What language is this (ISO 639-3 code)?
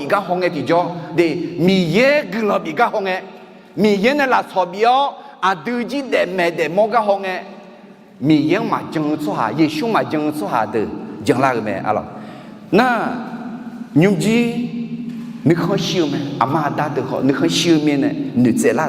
ahk